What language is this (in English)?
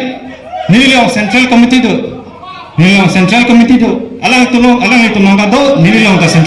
Karbi